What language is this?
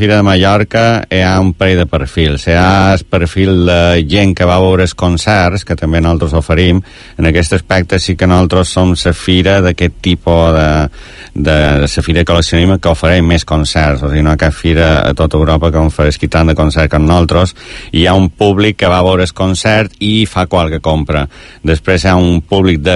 Catalan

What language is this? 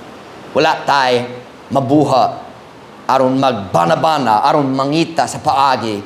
Cebuano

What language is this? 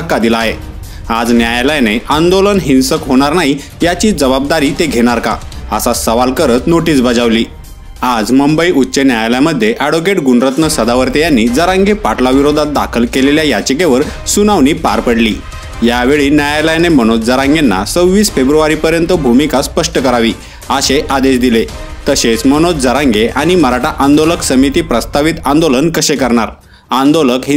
Marathi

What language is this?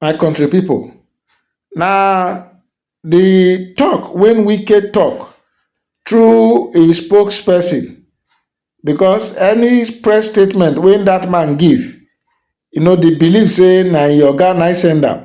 Nigerian Pidgin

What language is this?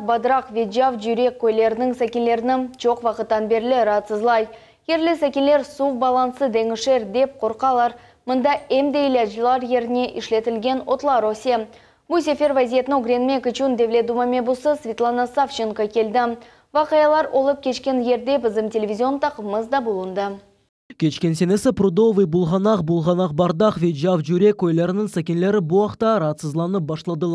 Crimean Tatar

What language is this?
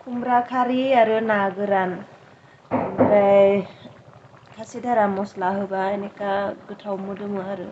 Bodo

